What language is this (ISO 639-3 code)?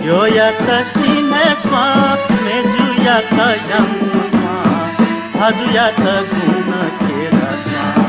new